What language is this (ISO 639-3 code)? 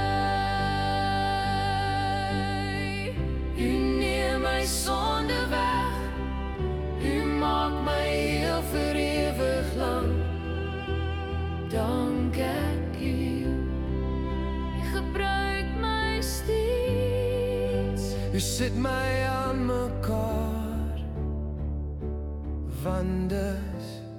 afr